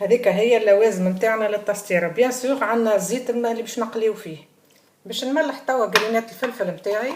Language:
Tunisian Arabic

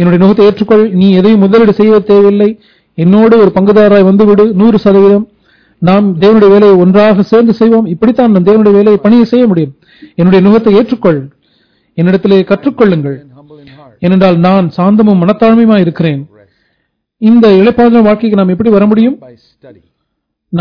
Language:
Tamil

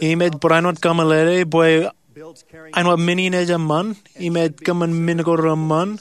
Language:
Marshallese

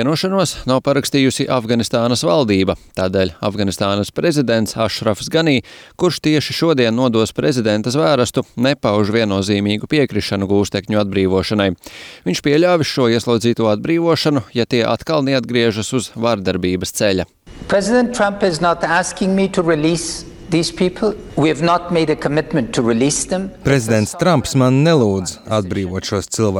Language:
Latvian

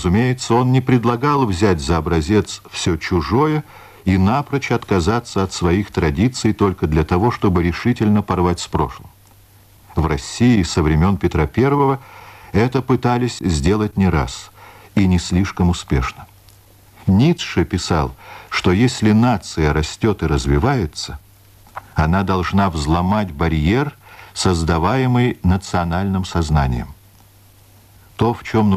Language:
Russian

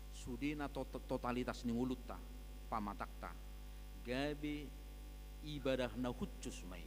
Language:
Batak Toba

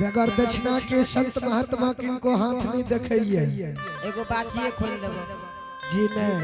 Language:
Angika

